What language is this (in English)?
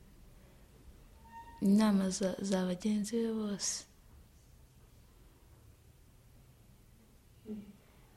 Kinyarwanda